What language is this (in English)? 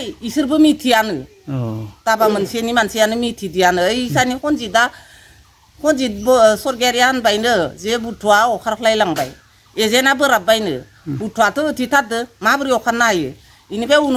Bodo